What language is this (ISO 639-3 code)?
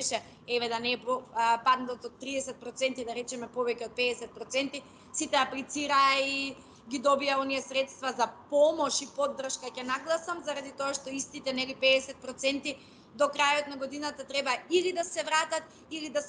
mkd